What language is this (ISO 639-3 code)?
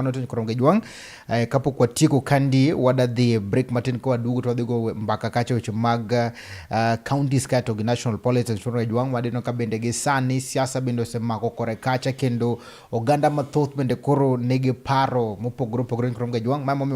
luo